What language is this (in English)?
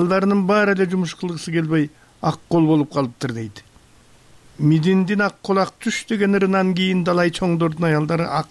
Kyrgyz